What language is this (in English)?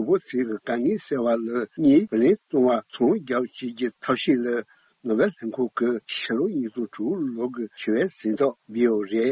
Tibetan